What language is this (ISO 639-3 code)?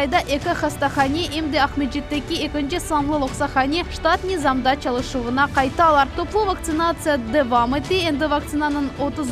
crh